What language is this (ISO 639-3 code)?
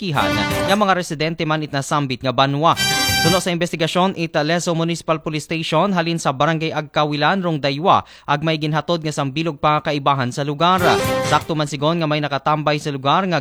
akl